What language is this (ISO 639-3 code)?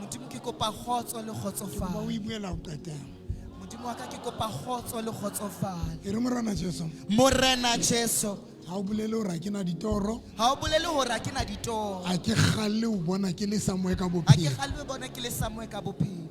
sot